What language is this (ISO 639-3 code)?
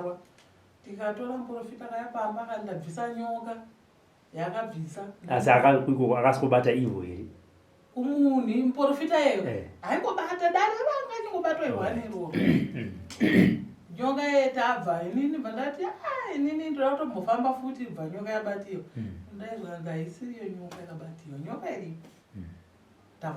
sna